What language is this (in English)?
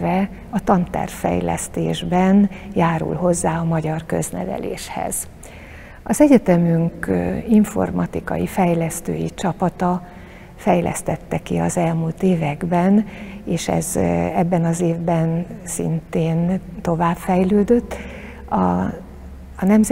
Hungarian